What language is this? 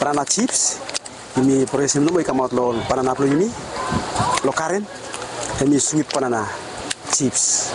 Bislama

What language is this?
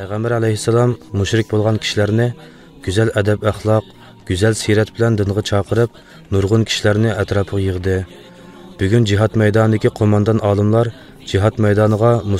Uyghur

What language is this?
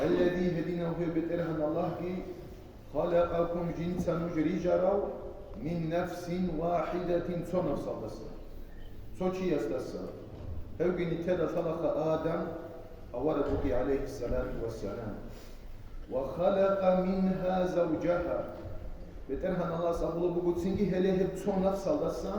Avaric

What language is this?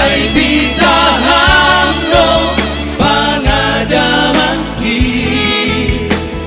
Batak Simalungun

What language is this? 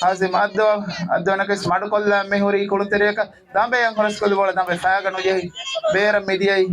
Divehi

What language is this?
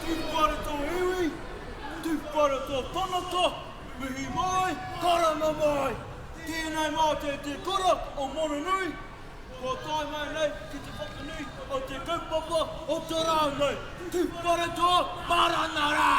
Māori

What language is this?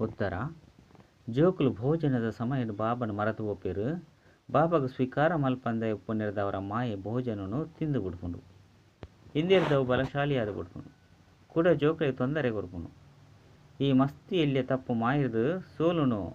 Tulu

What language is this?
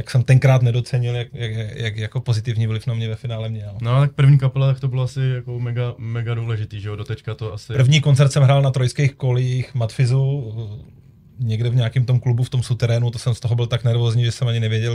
Czech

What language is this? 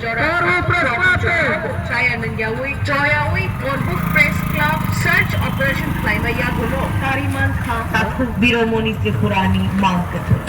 Kok Borok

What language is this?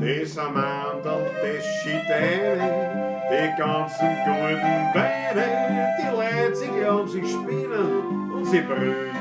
Bavarian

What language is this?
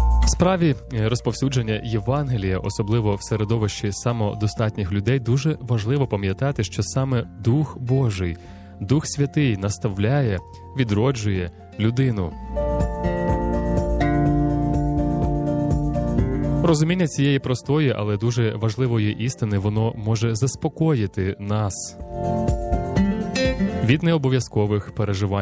Ukrainian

